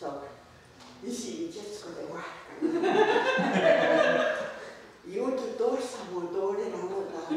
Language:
Mohawk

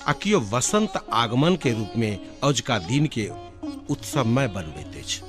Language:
Maithili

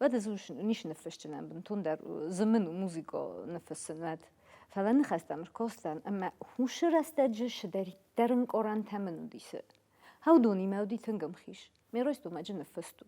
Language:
Ossetic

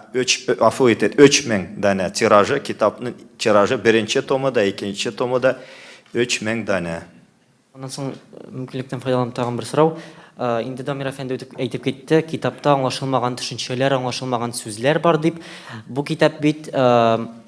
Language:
Tatar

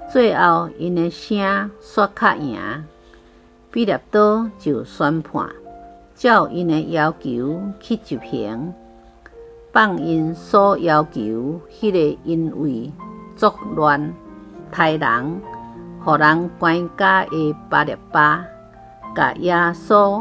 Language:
Min Nan Chinese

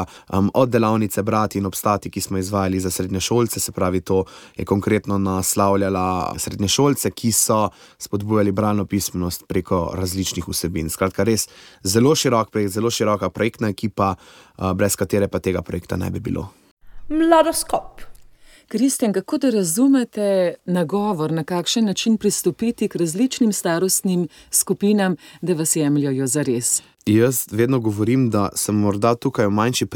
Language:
Slovenian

